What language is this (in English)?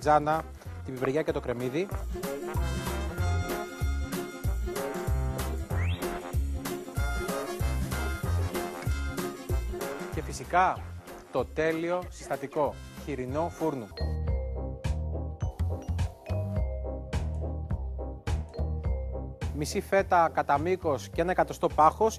Greek